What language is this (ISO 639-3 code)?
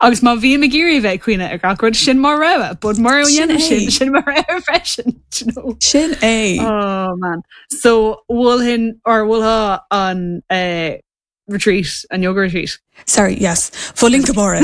gle